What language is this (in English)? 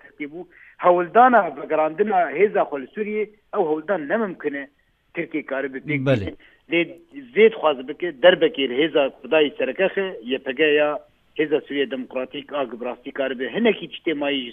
Kurdish